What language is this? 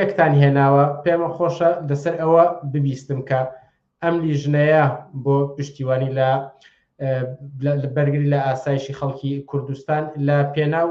Central Kurdish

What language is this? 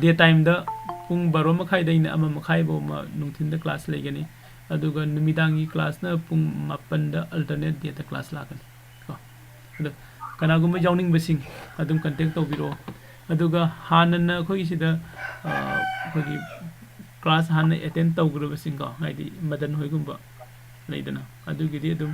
Manipuri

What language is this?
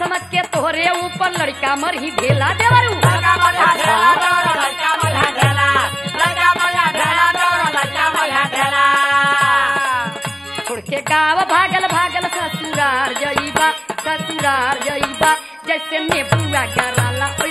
Bhojpuri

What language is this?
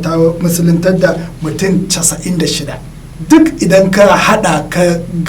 Hausa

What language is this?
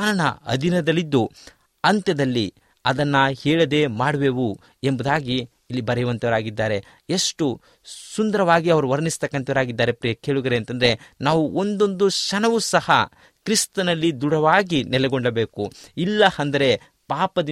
Kannada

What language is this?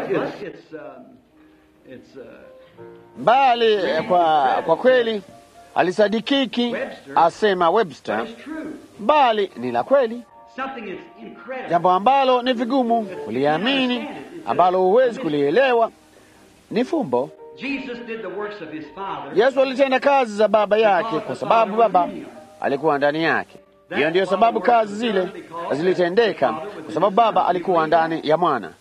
Swahili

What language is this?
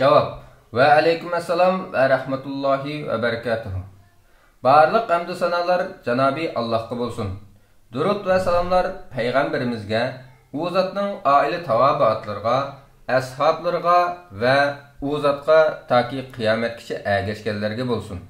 Uyghur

